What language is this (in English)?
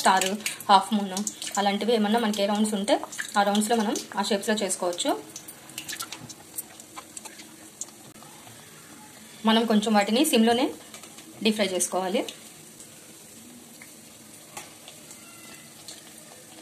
Telugu